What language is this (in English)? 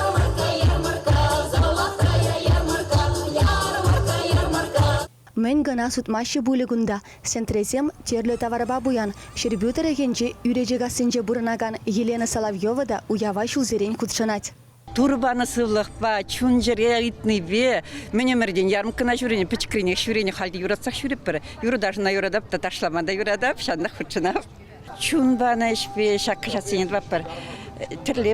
Chuvash